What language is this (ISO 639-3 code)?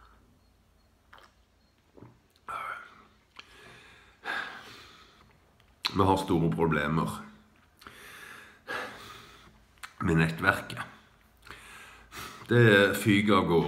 nor